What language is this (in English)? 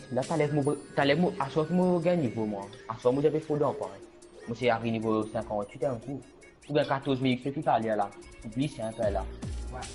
Morisyen